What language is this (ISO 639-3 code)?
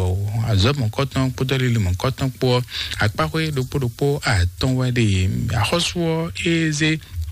fon